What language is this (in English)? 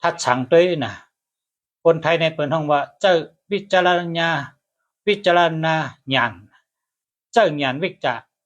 Shan